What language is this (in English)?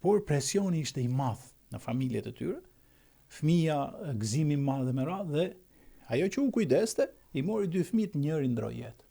Albanian